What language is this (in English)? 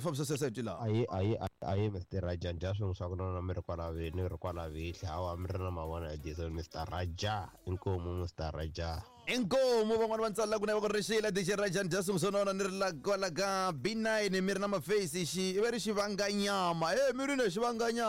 Tsonga